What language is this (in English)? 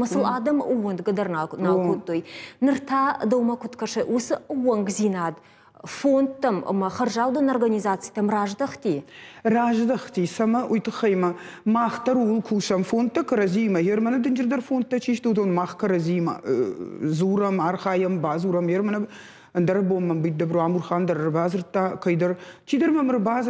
Ossetic